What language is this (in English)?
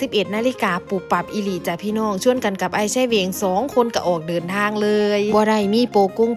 Northeastern Thai